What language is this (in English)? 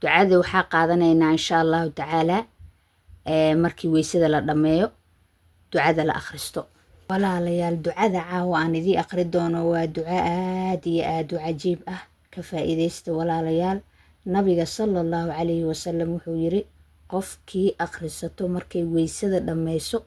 Somali